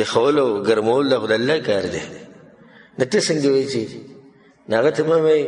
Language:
Pashto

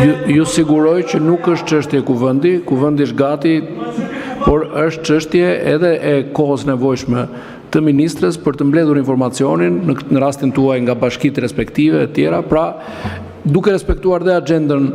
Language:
Albanian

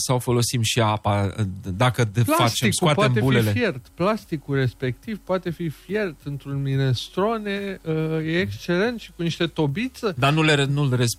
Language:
Romanian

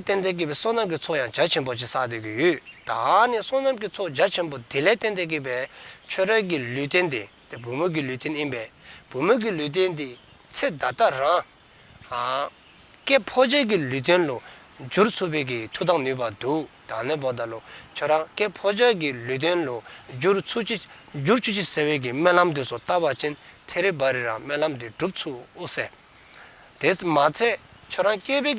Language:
Dzongkha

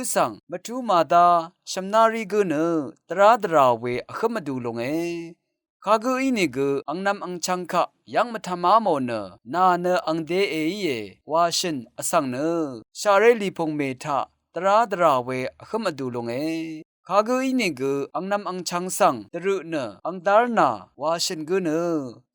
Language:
Rawang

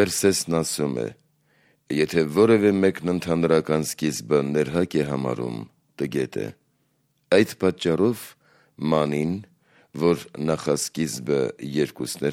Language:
Armenian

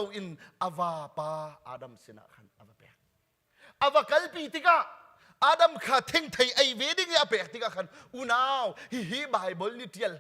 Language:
Hakha Chin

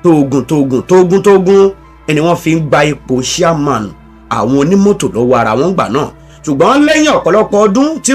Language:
Yoruba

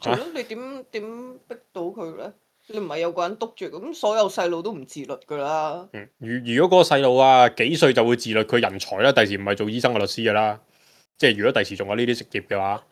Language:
Cantonese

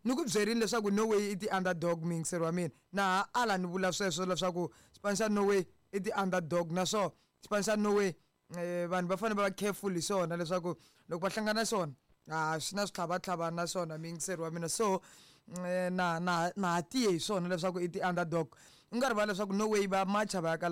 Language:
Tsonga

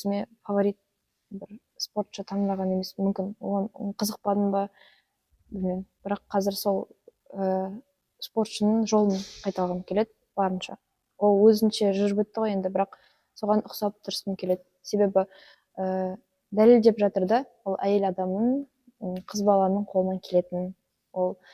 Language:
Kazakh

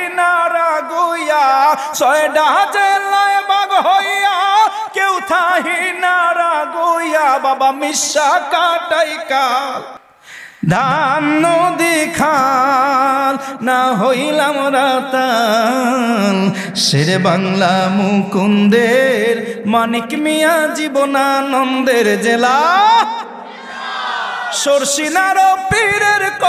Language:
Bangla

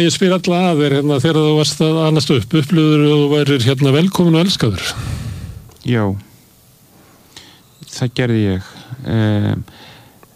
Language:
Icelandic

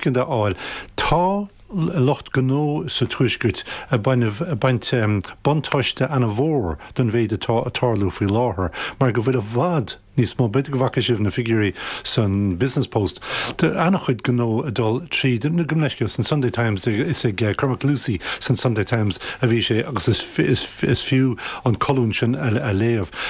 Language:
Irish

